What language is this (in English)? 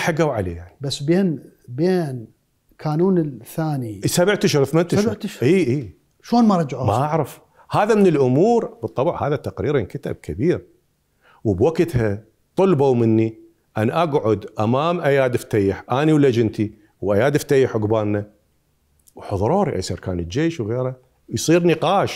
Mesopotamian Arabic